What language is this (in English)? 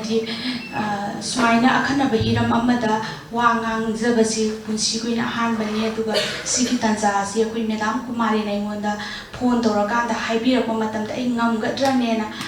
Manipuri